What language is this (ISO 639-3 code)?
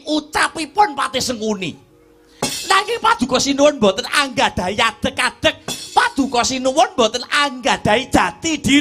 jav